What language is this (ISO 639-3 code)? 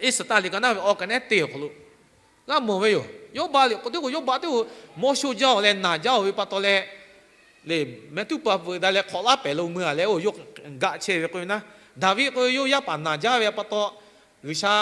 lhu